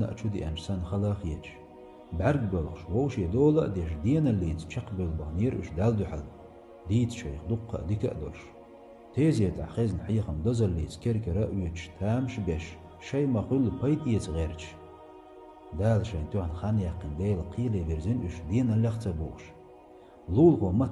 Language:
Chechen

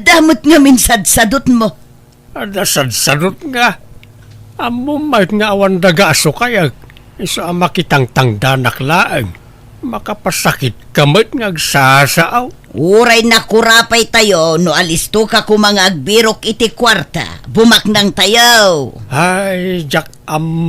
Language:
Iloko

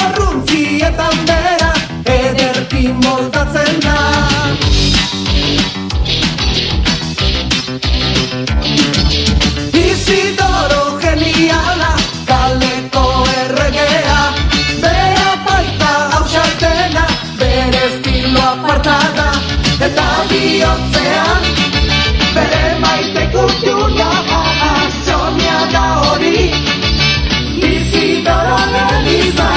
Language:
Basque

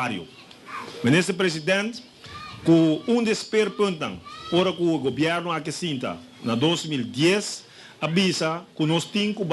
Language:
Papiamento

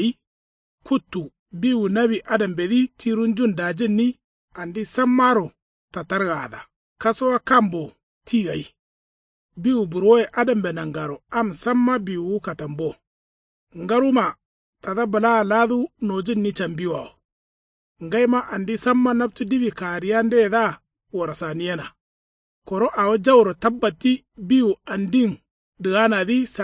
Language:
Kanuri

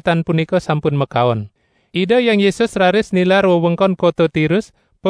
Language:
Balinese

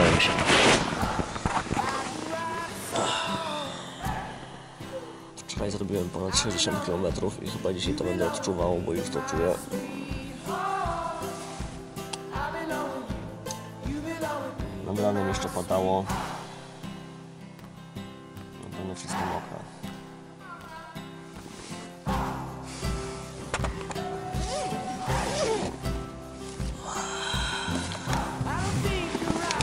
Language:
Polish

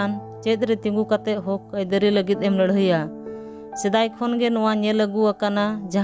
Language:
Santali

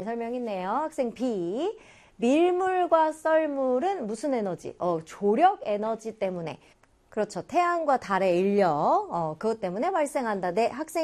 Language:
Korean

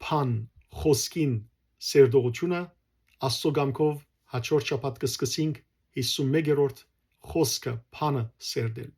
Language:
Western Armenian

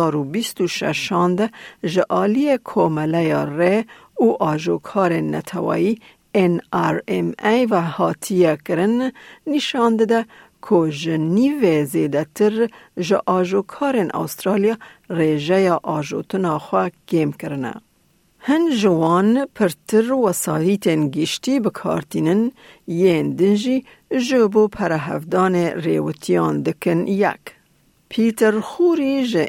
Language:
Kurdish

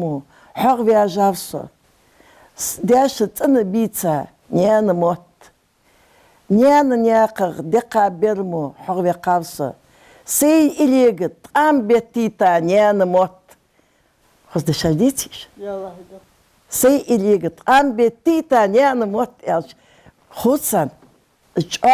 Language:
Ingush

